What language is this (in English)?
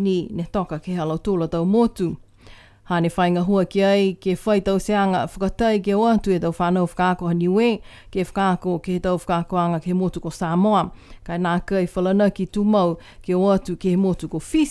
Niuean